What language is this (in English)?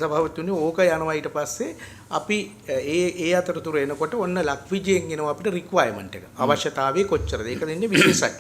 Sinhala